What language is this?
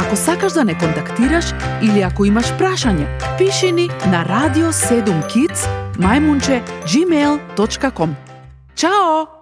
Macedonian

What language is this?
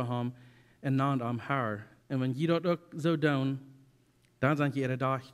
Plautdietsch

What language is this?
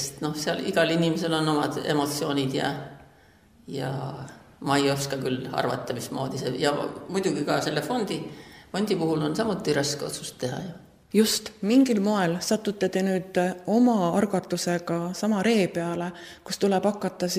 Estonian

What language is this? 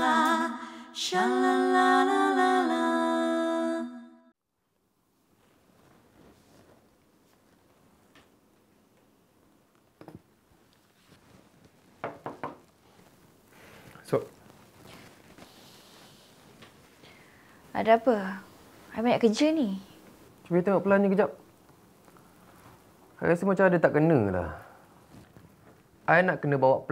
Malay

